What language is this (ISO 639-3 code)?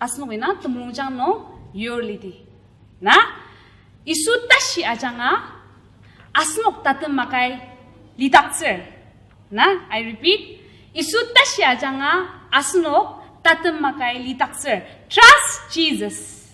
njo